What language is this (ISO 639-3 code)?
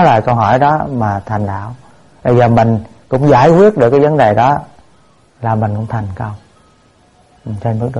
vie